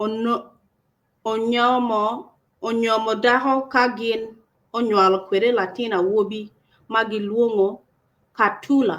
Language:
Acoli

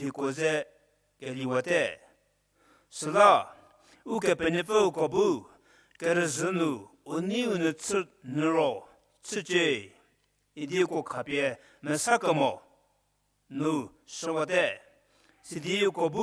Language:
Angami Naga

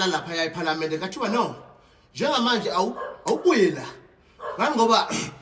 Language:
Zulu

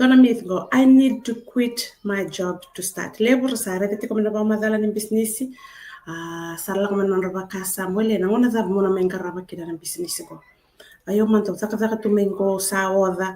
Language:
Fijian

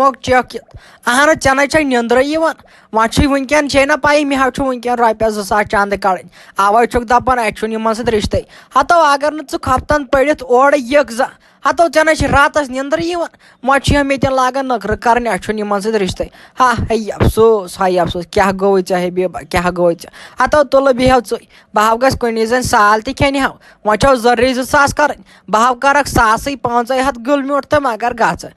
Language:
Kashmiri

